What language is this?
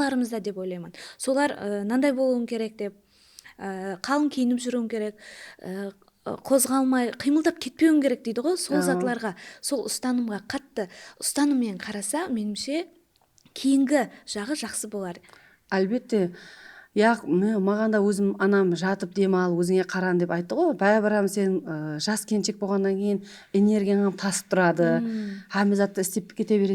Kara-Kalpak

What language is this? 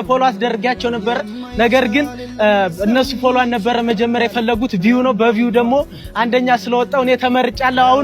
Amharic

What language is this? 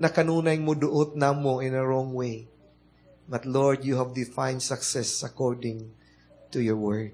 Cebuano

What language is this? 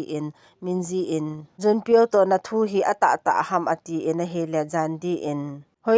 Thado Chin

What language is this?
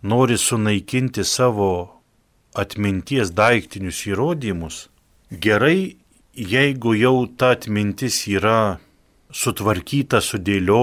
Lithuanian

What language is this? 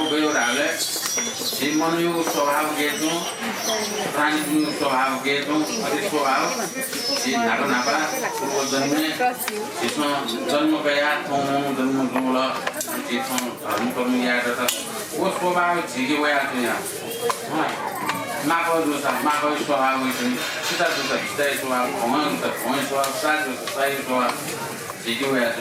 Newari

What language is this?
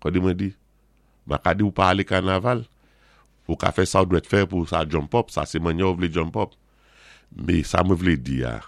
Saint Lucian Creole French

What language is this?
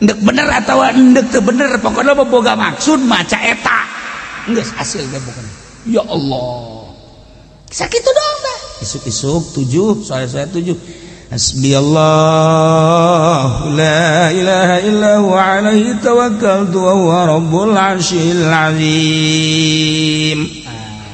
Sundanese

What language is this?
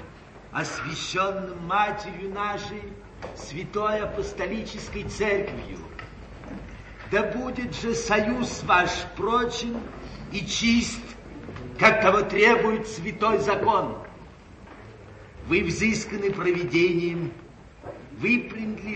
Russian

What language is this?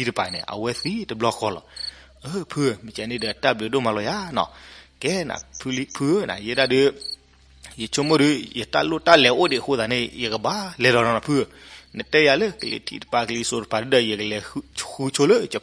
S'gaw Karen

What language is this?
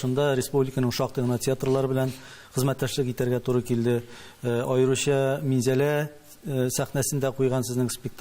Tatar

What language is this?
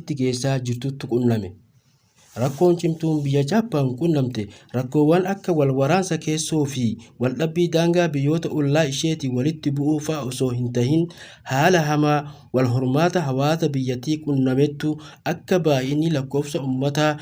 Oromo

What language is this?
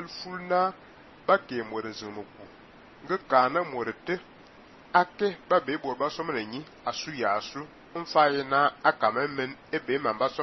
Fang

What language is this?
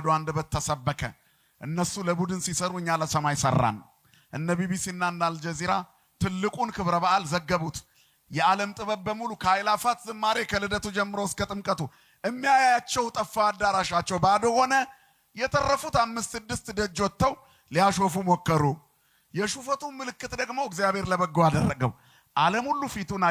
Amharic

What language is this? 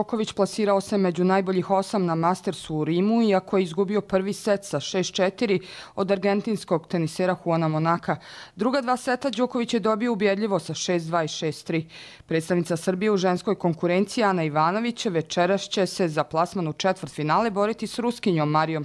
Croatian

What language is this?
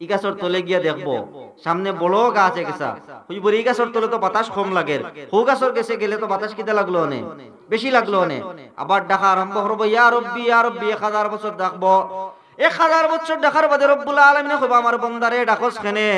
Sylheti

